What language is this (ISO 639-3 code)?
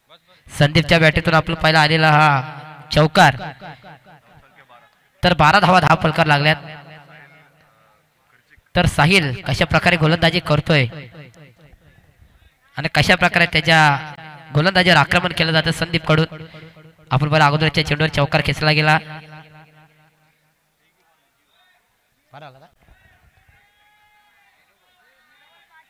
mar